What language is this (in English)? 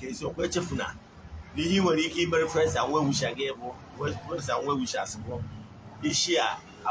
Igbo